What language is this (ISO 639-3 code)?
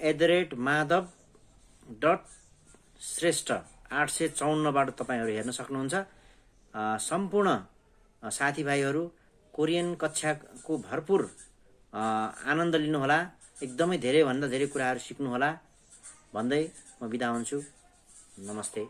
nep